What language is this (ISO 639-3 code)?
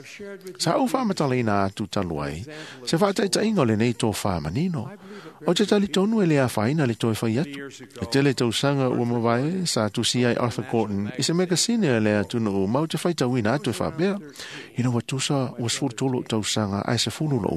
smo